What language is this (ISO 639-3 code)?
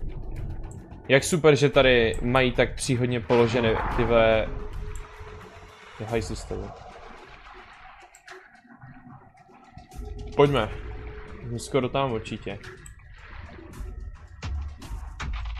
ces